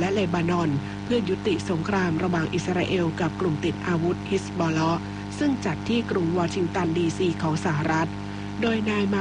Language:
Thai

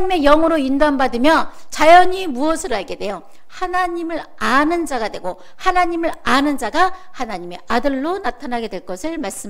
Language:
Korean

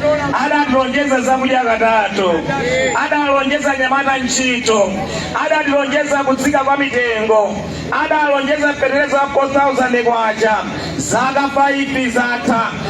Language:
Nyanja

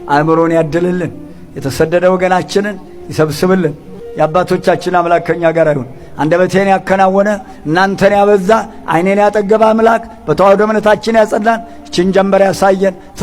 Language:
Amharic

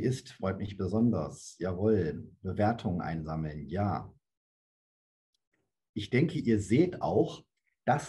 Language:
German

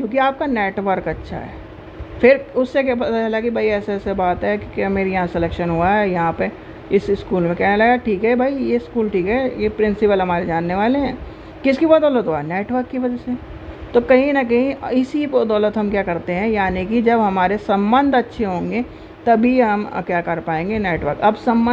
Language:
Hindi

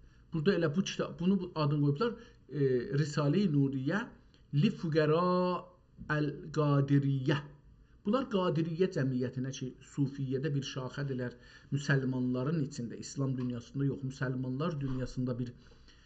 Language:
South Azerbaijani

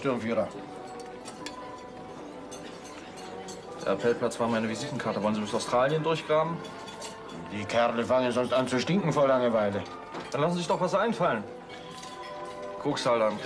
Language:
German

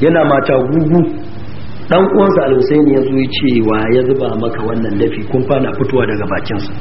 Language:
Hausa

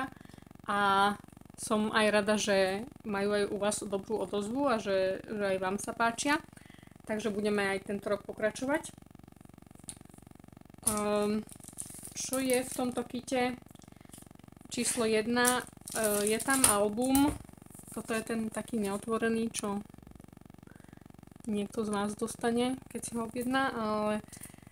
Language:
Slovak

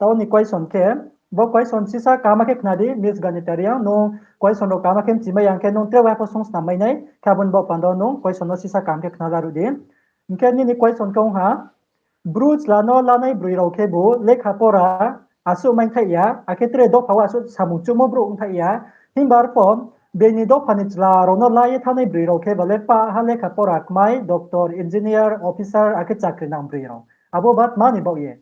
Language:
Riang (India)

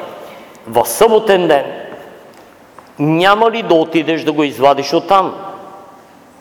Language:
Bulgarian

